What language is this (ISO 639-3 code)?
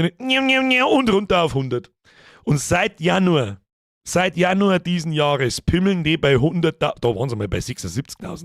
bar